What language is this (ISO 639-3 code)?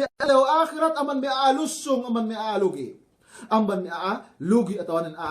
yka